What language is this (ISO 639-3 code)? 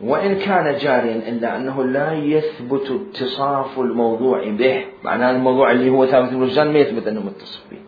acm